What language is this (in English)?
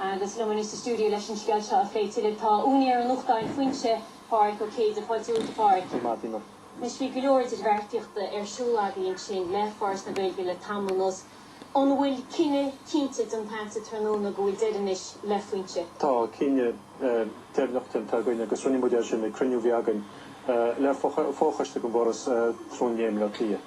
Irish